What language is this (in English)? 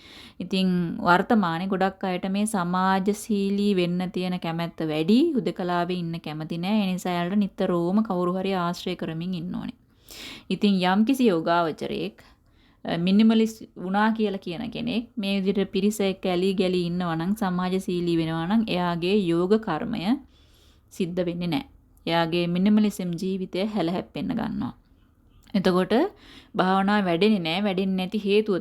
Sinhala